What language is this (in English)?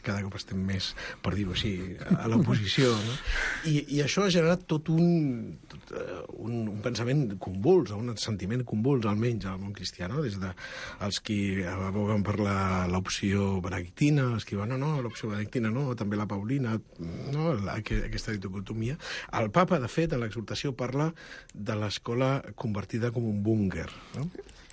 Catalan